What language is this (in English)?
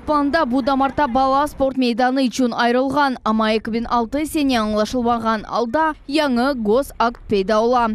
Crimean Tatar